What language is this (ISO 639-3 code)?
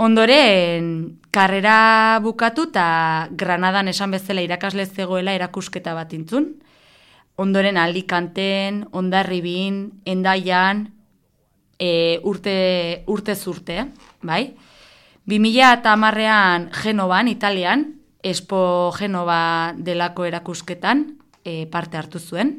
eus